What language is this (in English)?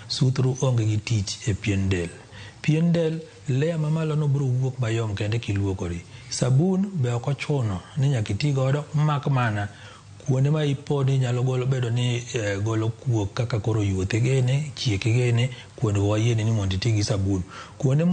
Luo (Kenya and Tanzania)